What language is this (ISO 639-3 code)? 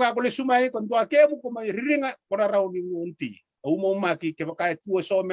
fij